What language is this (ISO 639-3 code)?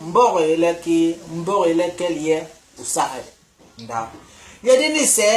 bas